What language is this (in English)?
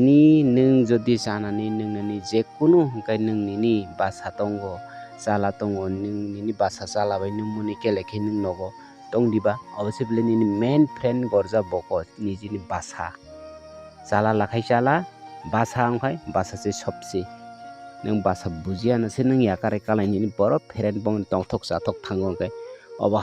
Kok Borok